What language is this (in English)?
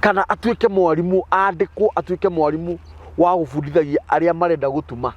Kikuyu